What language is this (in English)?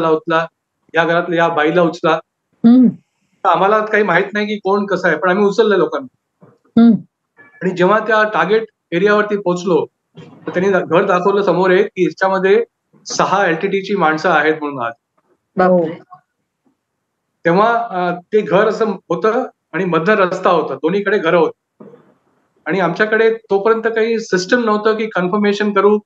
Marathi